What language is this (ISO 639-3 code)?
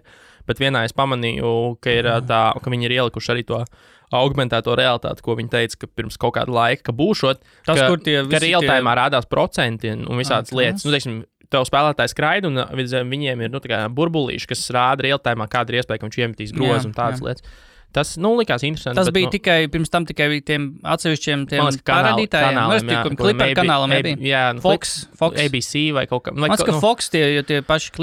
lav